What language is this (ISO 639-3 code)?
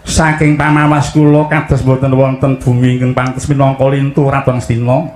jav